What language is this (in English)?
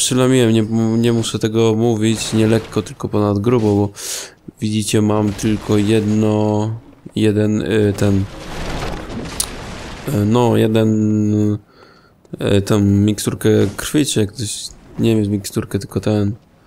Polish